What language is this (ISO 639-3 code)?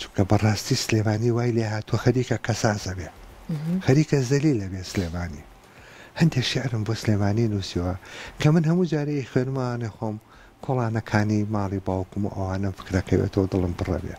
ckb